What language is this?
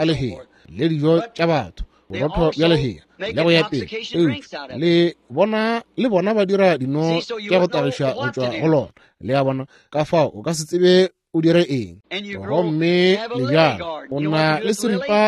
Northern Sotho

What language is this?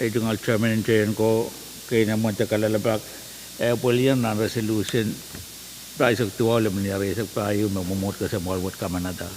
Pohnpeian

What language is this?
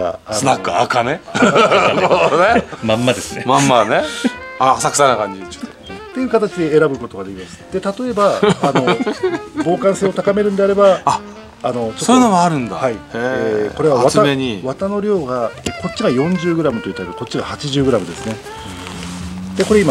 Japanese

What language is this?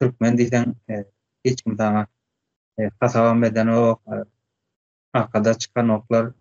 Turkmen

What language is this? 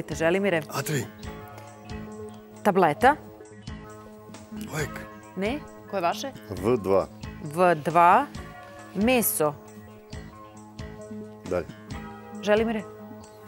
Serbian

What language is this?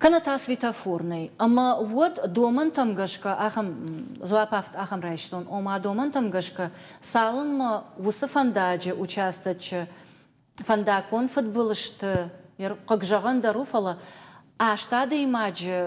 Ossetic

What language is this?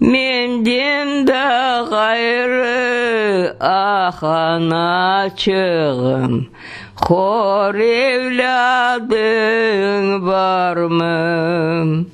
Crimean Tatar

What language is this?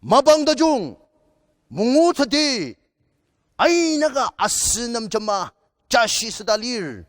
Ao Naga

